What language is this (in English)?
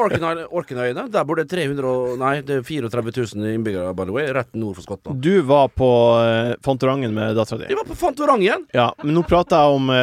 Norwegian